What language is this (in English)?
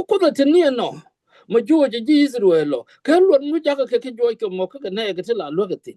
Nuer